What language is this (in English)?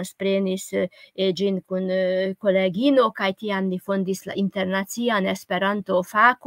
Esperanto